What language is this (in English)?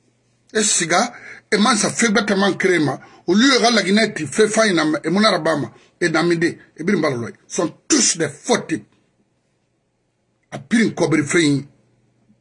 French